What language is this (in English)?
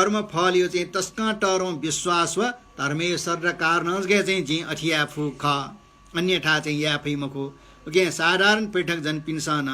Newari